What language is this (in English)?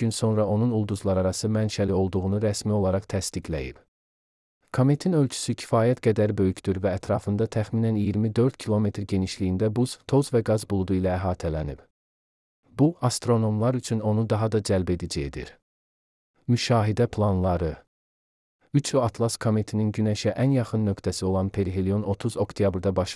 Azerbaijani